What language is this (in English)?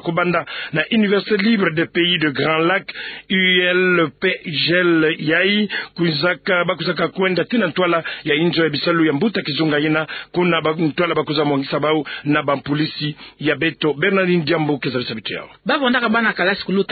Kituba (Democratic Republic of Congo)